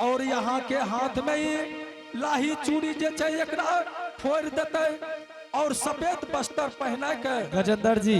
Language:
Angika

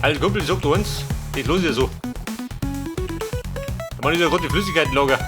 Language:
Bavarian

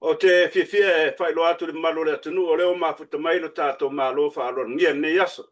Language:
Samoan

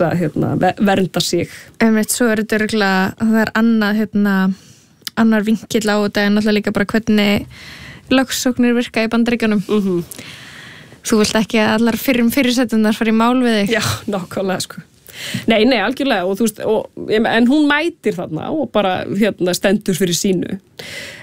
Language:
Icelandic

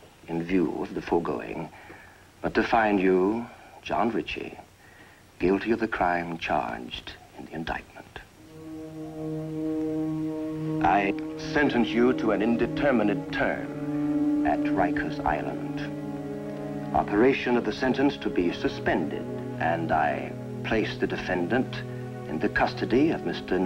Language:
English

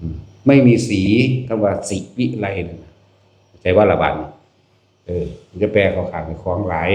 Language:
Northeastern Thai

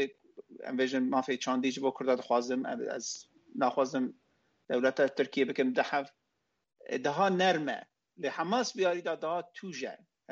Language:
Kurdish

